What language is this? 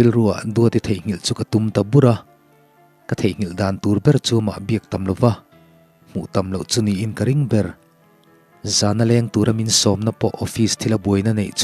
Mizo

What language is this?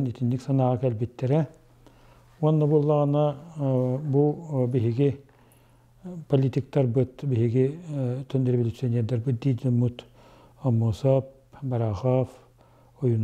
Yakut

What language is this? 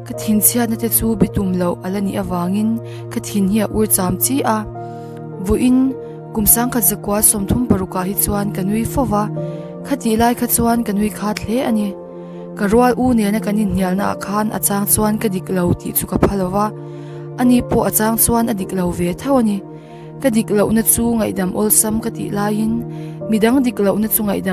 Mizo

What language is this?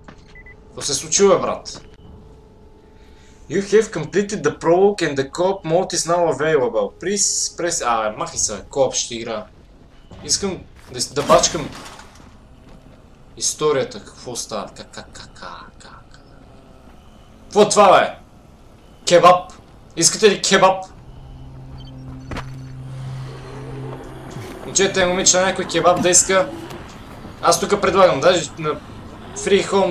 Bulgarian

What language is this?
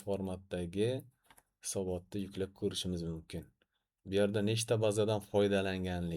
Uzbek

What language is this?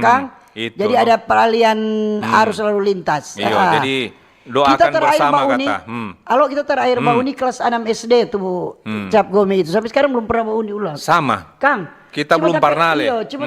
Manado Malay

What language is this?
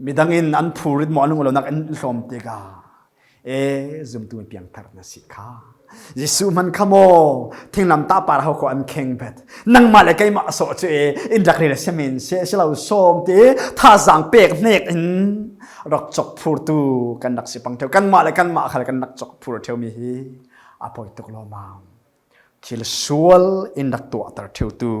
Falam Chin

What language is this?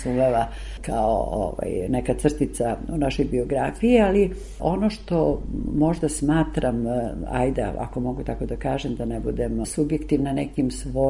Serbian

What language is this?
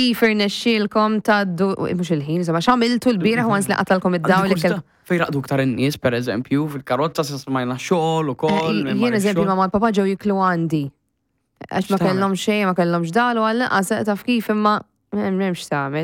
Maltese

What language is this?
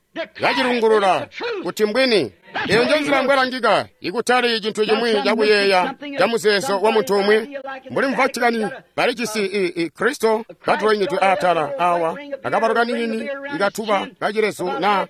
Tonga (Zambia)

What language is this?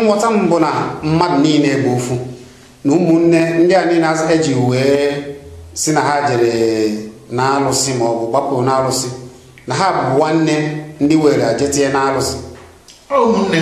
Igbo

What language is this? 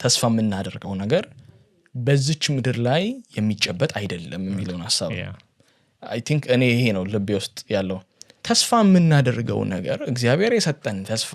Amharic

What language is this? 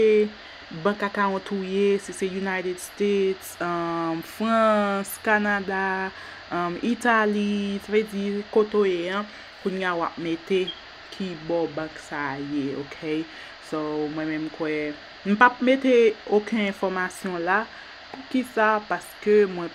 Haitian Creole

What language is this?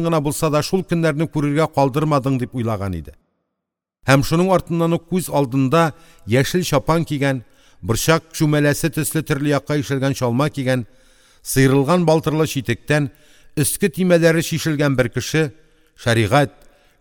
Tatar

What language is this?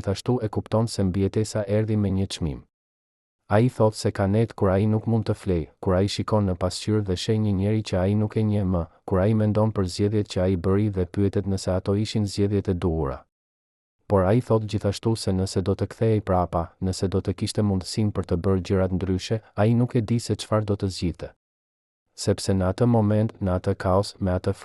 Albanian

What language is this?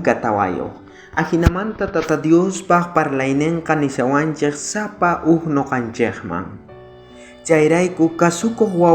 South Bolivian Quechua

